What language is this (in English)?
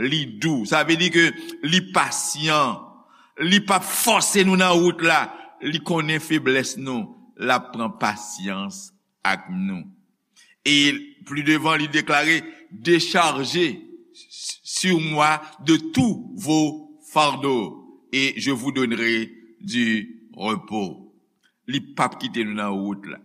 Haitian Creole